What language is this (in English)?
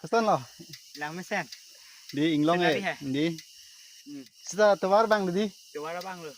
Karbi